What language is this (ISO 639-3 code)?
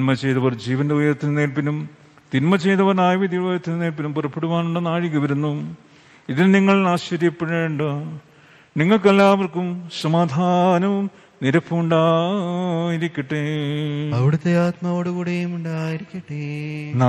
mal